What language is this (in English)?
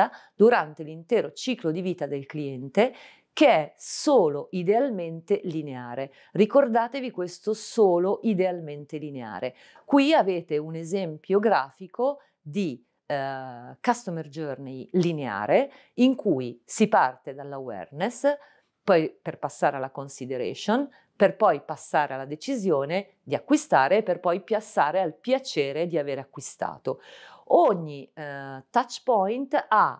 Italian